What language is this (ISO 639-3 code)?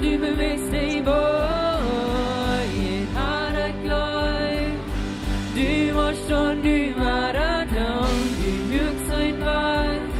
pdt